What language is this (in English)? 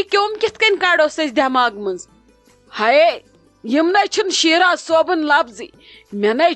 Kashmiri